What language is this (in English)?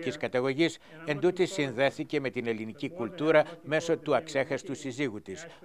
Greek